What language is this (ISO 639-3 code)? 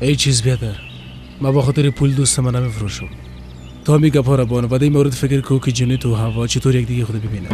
fas